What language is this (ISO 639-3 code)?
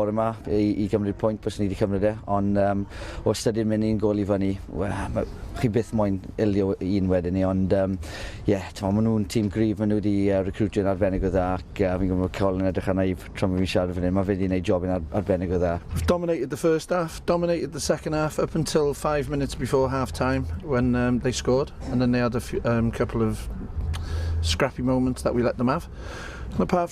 cym